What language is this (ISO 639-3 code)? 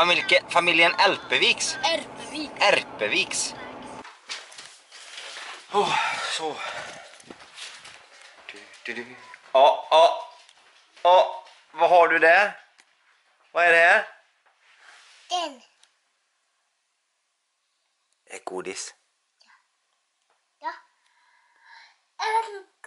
swe